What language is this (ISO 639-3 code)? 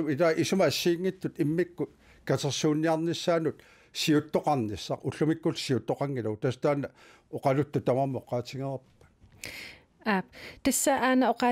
kal